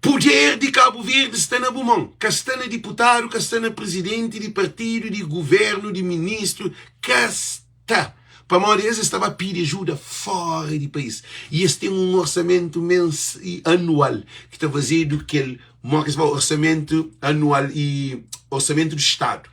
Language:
Kabuverdianu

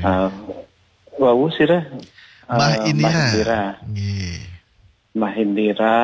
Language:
Balinese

